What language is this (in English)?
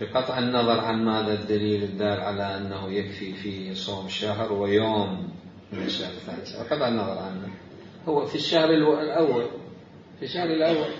Mesopotamian Arabic